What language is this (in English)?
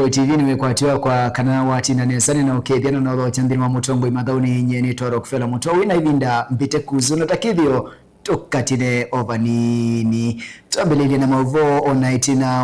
Kamba